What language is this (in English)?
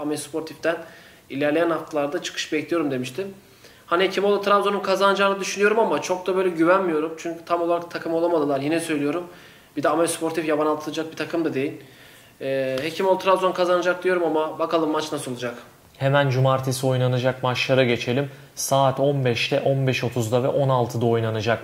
Turkish